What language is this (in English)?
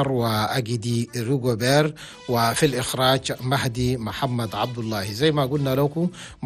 Chadian Arabic